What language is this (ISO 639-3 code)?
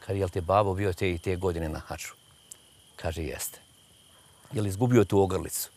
bos